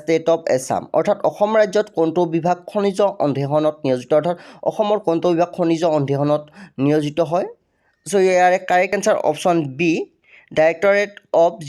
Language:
Assamese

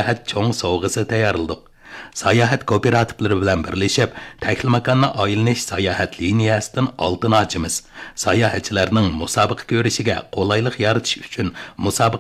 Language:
Uyghur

